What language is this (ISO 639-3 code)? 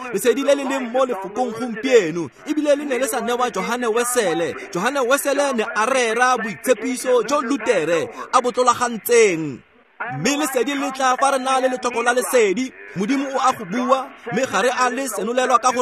tsn